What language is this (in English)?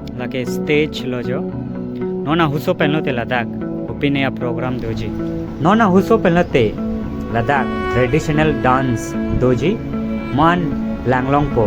Karbi